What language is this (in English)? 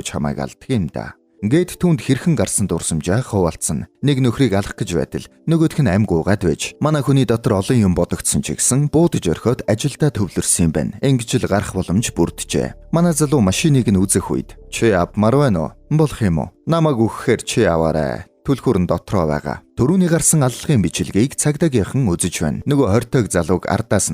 Mongolian